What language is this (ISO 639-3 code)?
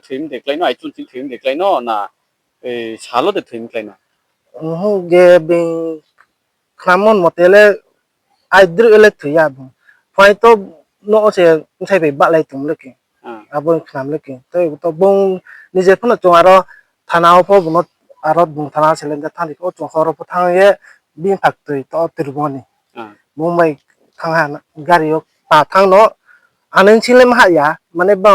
ria